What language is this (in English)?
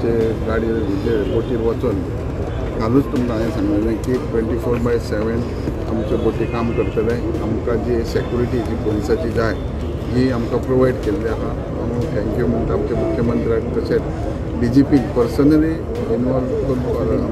Konkani